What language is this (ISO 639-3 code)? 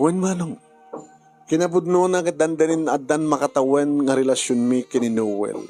ilo